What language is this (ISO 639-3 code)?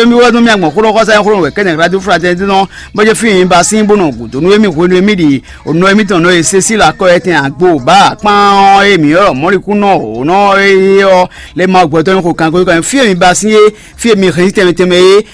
fon